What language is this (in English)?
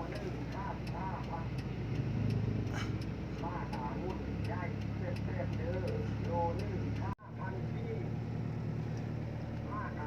Lao